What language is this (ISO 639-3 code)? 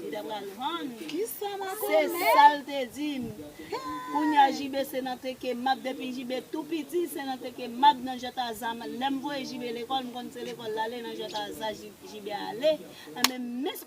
hat